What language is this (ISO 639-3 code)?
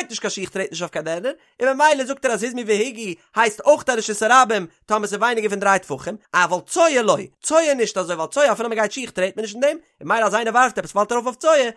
yid